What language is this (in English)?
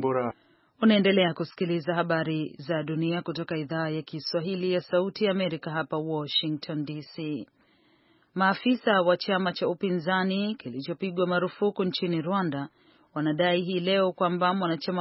Swahili